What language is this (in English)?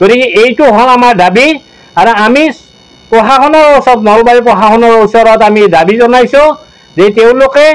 Assamese